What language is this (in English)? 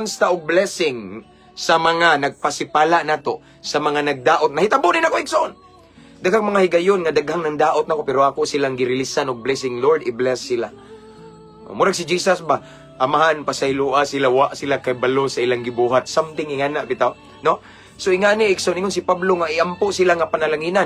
Cebuano